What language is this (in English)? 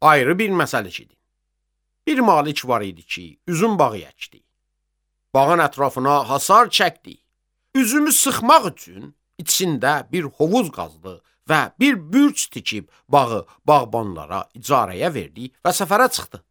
Azerbaijani